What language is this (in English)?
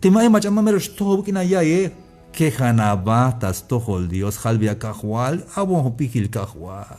Tzeltal